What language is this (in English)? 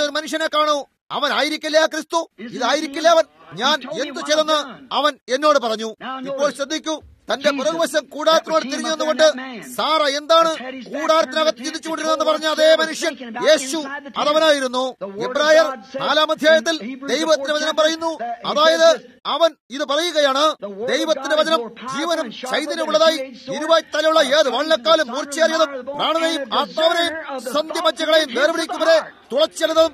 Malayalam